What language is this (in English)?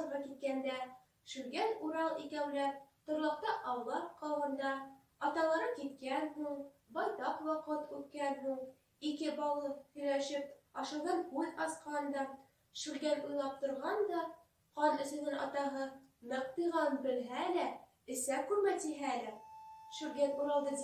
Bashkir